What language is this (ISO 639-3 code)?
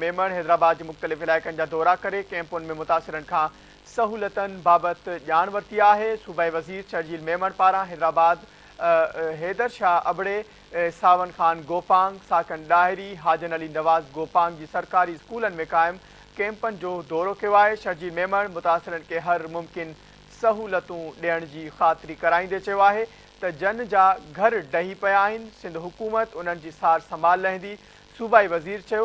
snd